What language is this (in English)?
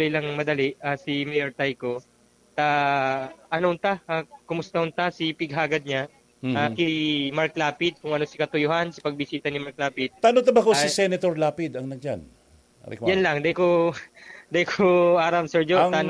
Bikol